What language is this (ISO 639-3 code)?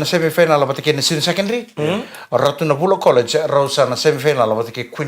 fij